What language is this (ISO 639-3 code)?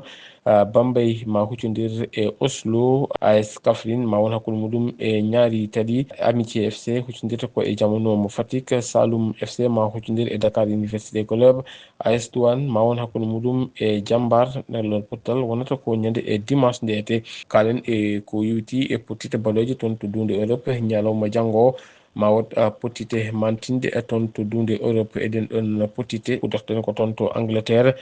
ful